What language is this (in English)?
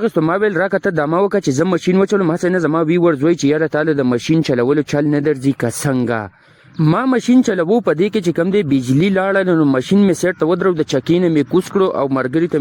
Pashto